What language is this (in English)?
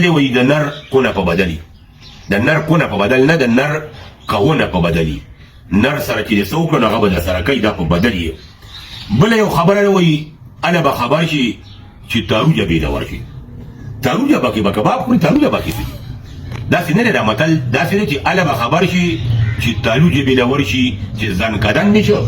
Pashto